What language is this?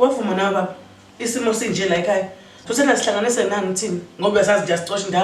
Zulu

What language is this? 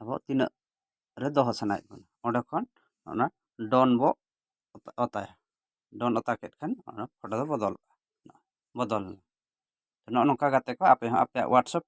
Santali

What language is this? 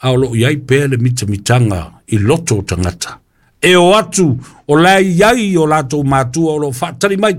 Samoan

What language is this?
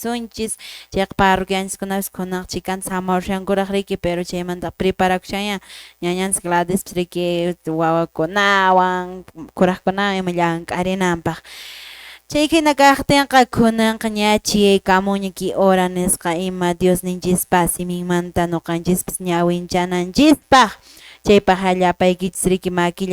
Quechua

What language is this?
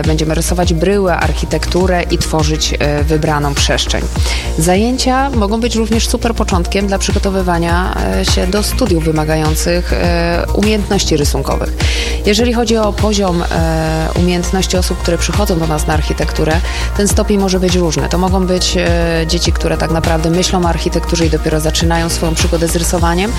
Polish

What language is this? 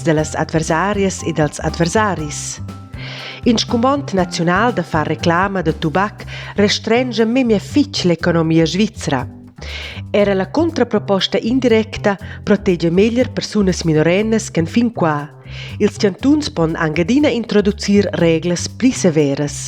Romansh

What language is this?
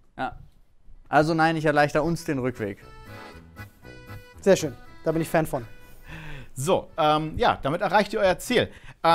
German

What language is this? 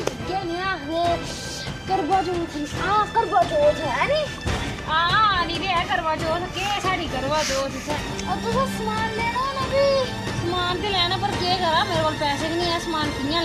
Dogri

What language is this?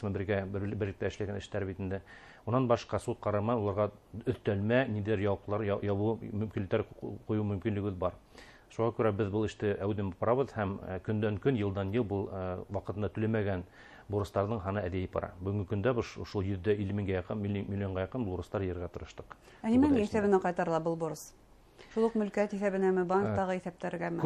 Bashkir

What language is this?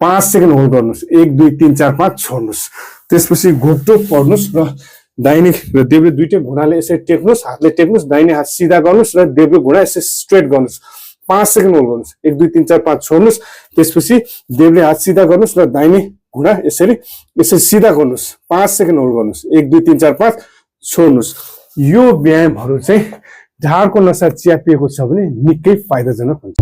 Nepali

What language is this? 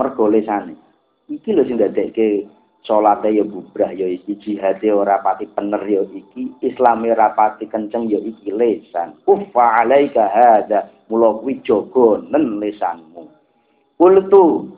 Javanese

